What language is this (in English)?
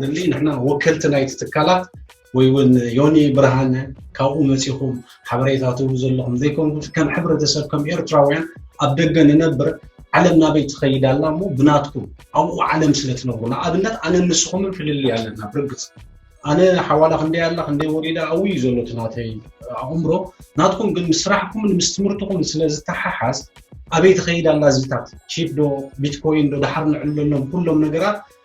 Tigrinya